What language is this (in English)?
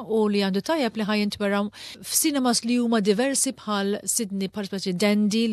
Maltese